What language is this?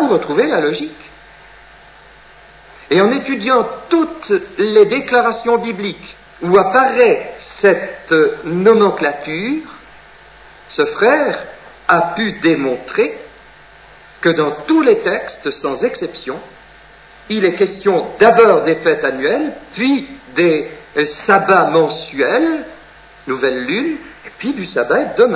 French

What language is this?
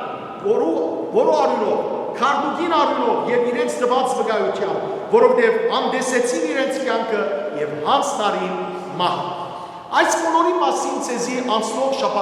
Western Armenian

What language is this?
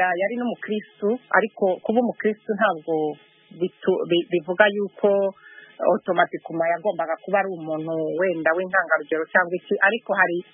Kinyarwanda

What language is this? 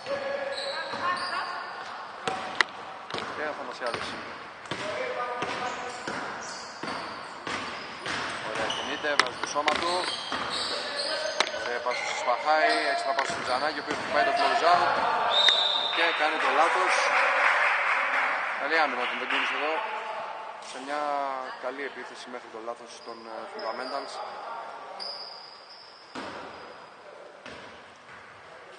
Greek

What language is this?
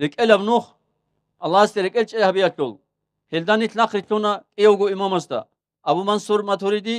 Avaric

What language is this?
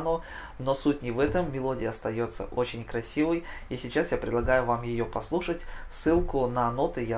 Russian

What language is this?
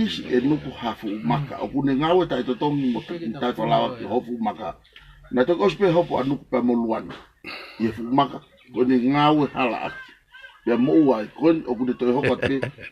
Tongan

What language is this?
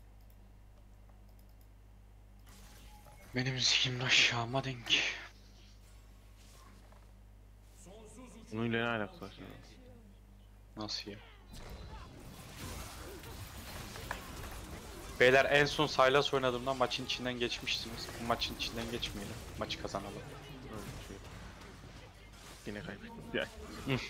Turkish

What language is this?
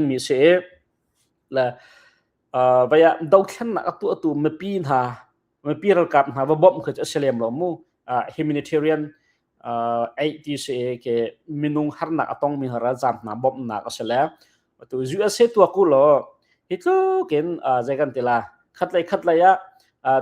Hakha Chin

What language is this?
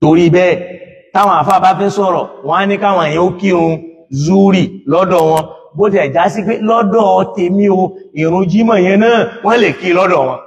Yoruba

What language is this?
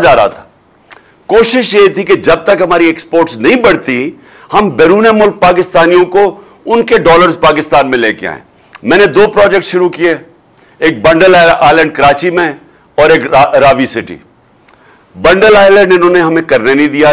Urdu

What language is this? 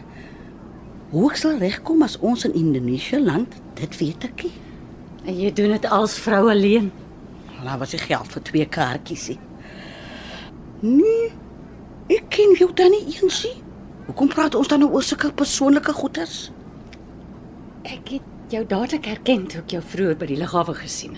Afrikaans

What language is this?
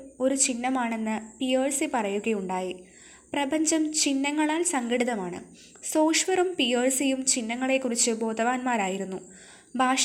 Malayalam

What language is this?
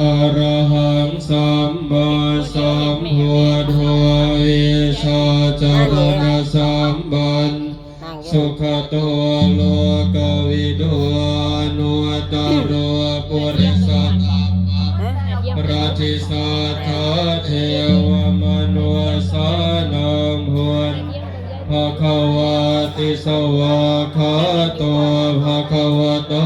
Pali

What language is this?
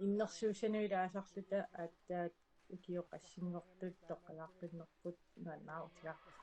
Kalaallisut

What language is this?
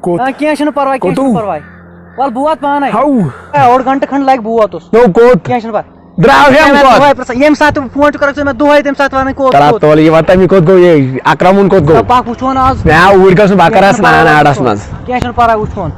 Kashmiri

